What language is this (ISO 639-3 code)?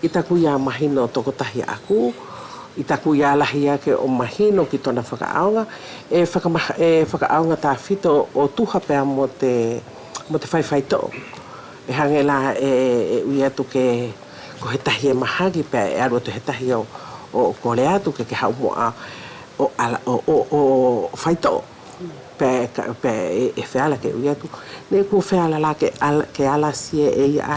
wls